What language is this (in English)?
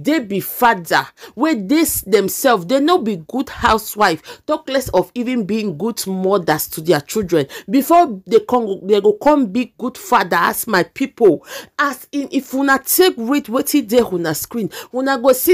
Nigerian Pidgin